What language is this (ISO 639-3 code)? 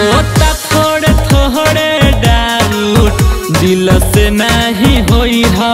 bho